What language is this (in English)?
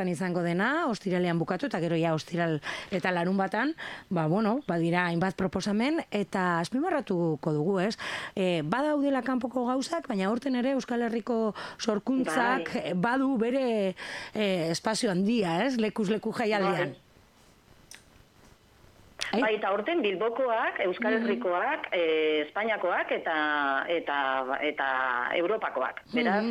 Basque